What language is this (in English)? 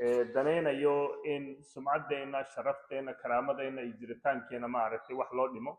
Somali